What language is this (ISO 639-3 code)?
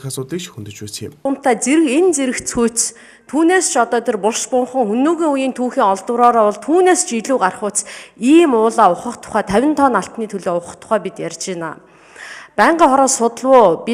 mon